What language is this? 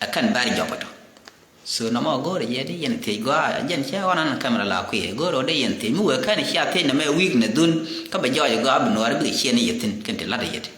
Nuer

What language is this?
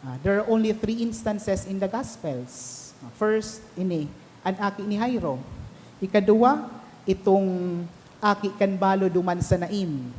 Bikol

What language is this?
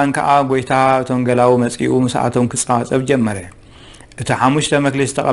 Tigrinya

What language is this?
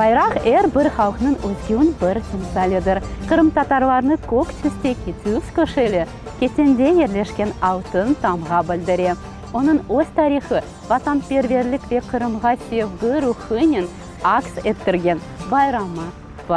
Crimean Tatar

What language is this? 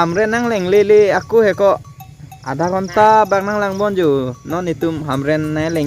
Karbi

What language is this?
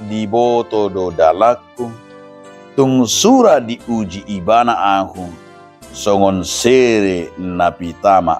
Batak Toba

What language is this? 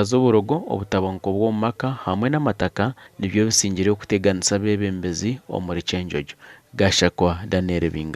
Nyankole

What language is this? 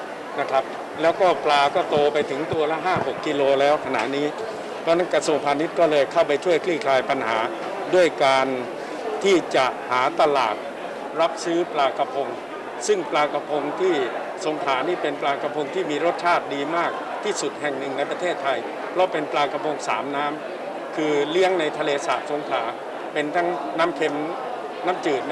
Thai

